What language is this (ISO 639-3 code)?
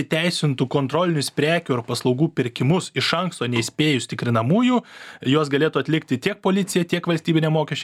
lit